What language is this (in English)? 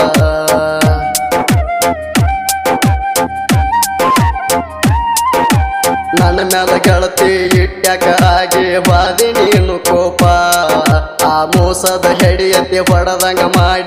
Kannada